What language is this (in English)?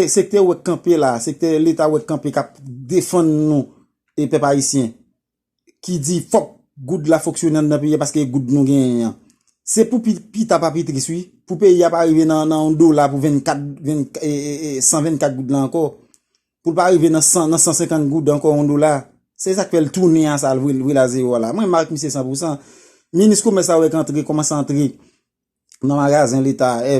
Haitian Creole